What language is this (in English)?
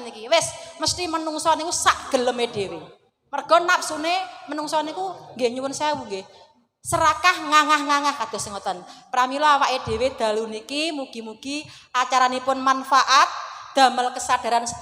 Javanese